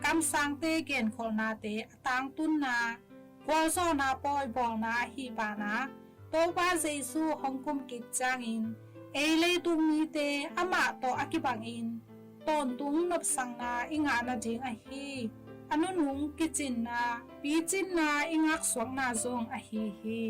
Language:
Tedim Chin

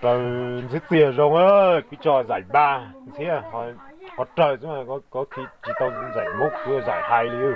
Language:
Hmong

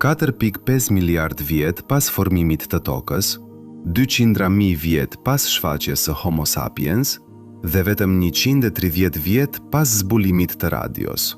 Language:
Albanian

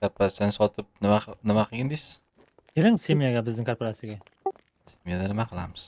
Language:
Uzbek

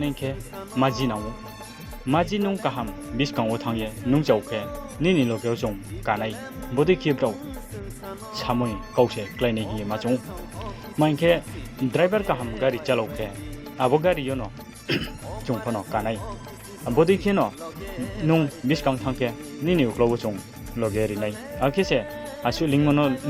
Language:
Riang (India)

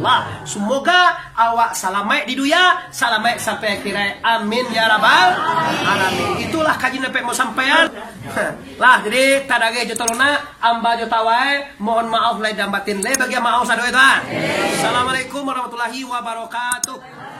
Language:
Minangkabau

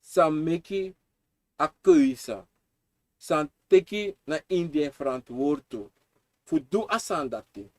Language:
Sranan Tongo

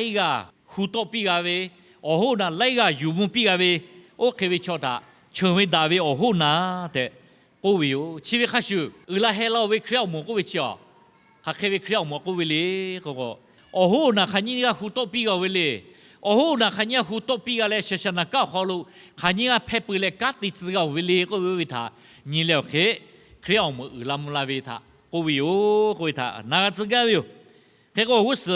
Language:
Lahu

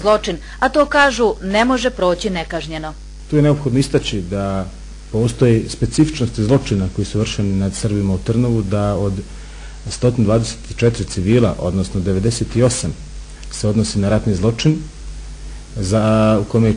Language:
Bosnian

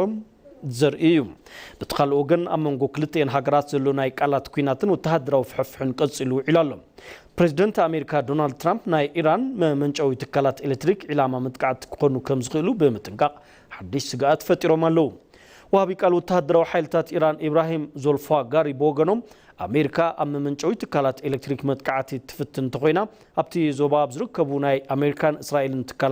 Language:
Tigrinya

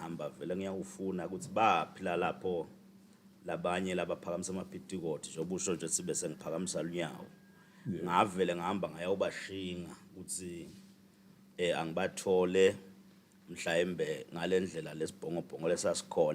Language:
Swati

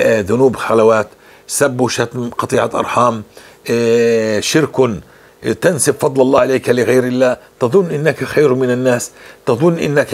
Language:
North Levantine Arabic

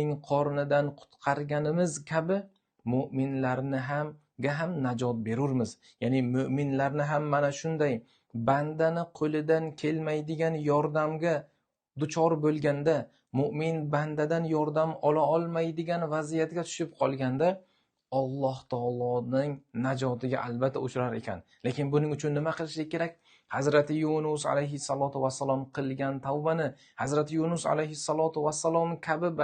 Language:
Uzbek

